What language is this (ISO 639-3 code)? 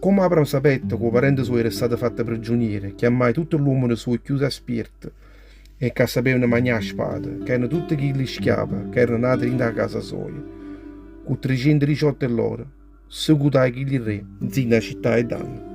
nap